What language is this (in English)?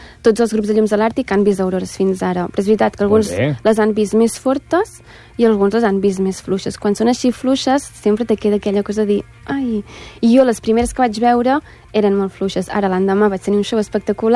Catalan